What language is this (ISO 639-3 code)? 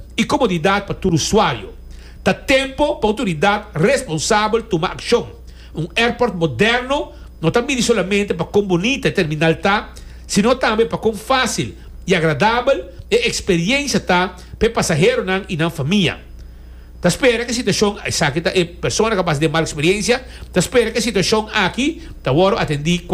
pap